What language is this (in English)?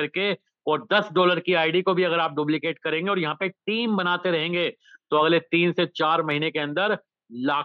Hindi